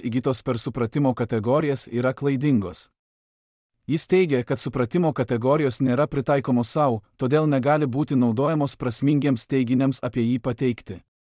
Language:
Lithuanian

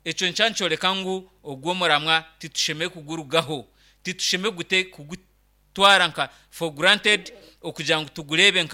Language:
Nyankole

